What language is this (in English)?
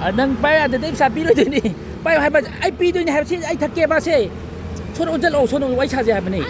Manipuri